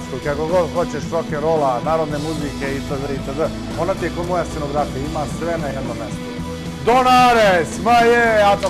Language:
Serbian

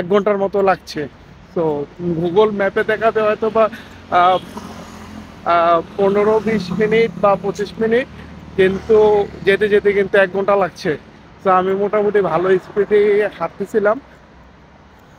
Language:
Bangla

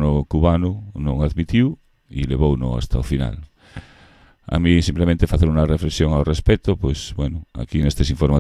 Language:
Galician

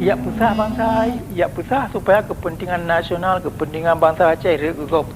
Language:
Achinese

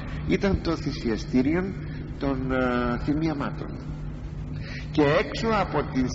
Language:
Greek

